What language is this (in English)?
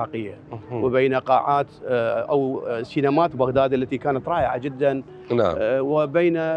Mesopotamian Arabic